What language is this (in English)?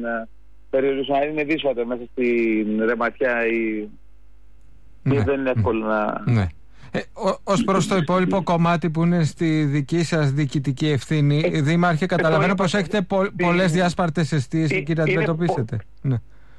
Greek